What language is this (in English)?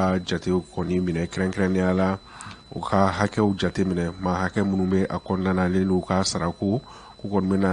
Bambara